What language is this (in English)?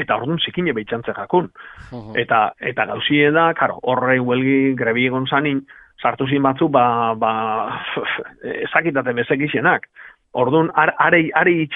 Basque